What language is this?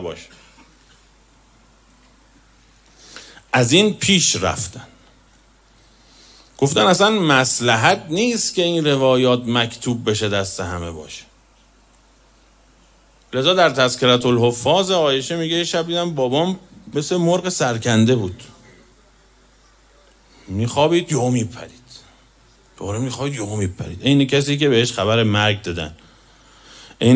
Persian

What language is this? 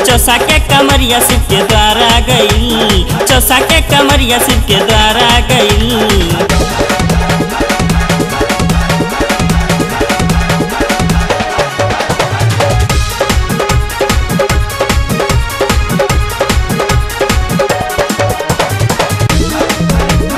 Bhojpuri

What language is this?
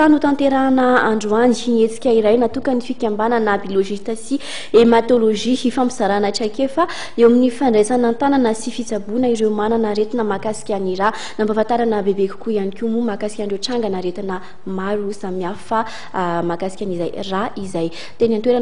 Malagasy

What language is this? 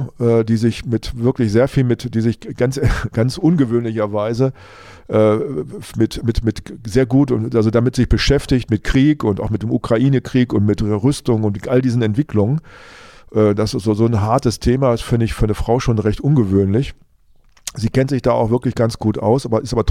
German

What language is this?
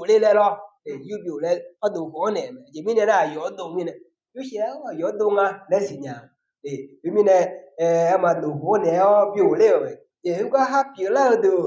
Akha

